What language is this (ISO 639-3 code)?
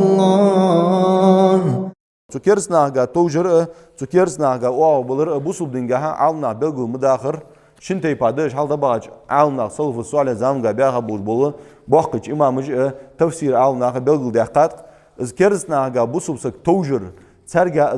inh